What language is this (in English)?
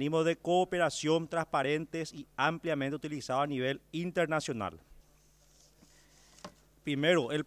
Spanish